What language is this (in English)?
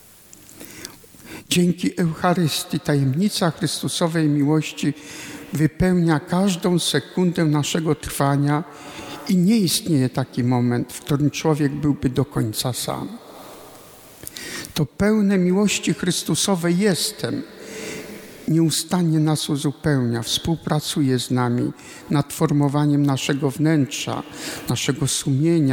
Polish